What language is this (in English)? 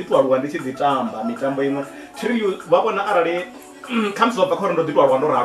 Venda